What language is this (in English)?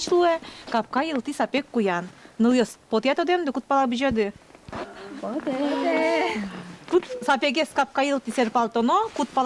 Udmurt